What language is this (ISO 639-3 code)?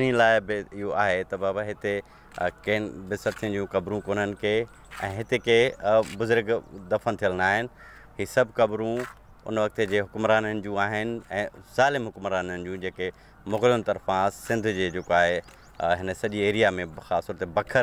snd